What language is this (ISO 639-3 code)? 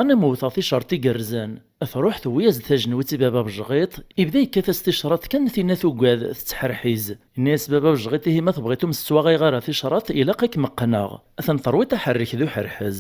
kab